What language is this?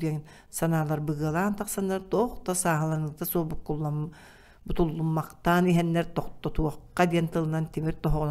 Yakut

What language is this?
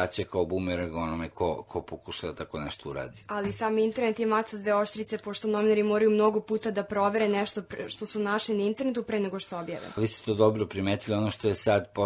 Serbian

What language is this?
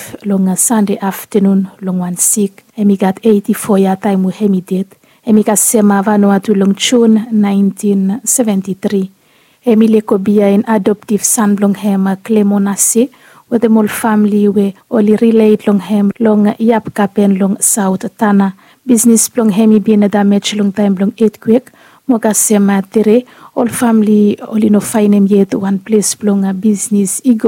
Bislama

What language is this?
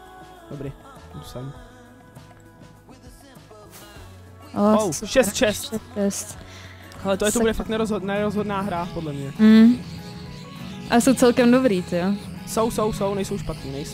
Czech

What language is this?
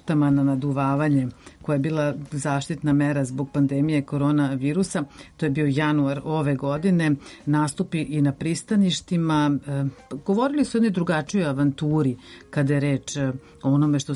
Serbian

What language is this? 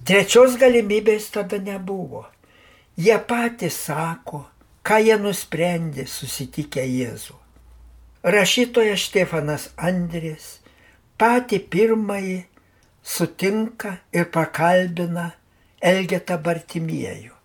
Lithuanian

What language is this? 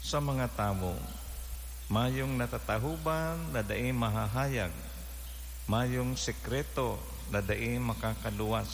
Bikol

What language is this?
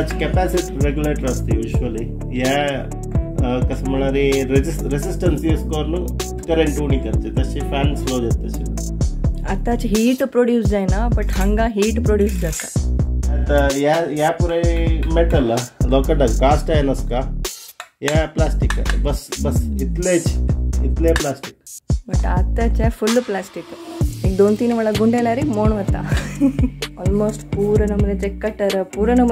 Konkani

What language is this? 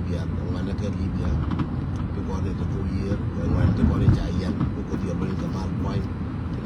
Nuer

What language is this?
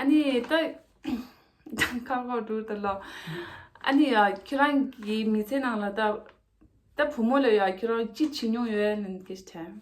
Tibetan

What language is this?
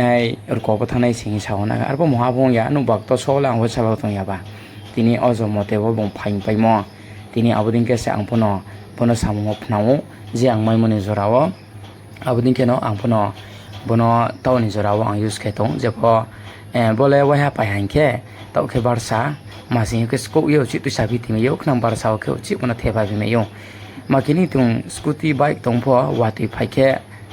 Riang (India)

